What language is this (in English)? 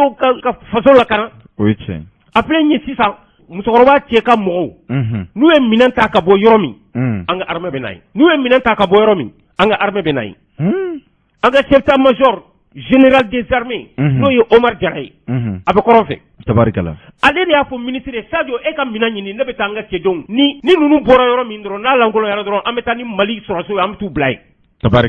Bambara